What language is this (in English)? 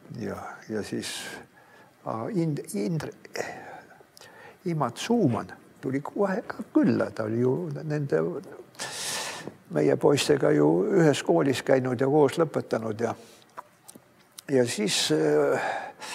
Estonian